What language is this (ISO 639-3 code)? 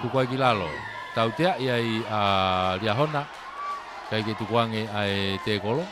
ton